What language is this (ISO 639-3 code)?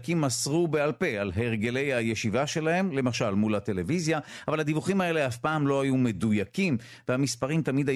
heb